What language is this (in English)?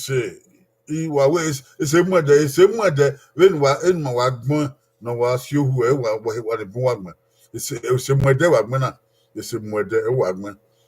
Bini